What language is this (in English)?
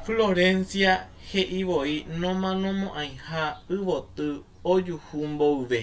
Guarani